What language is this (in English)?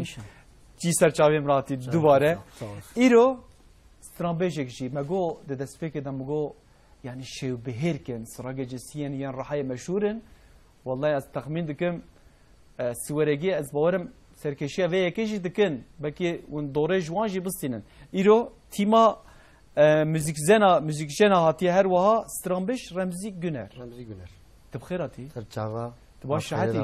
Kurdish